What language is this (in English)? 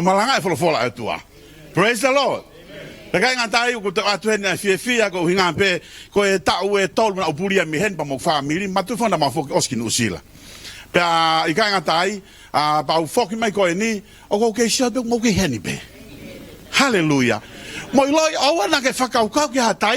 Tongan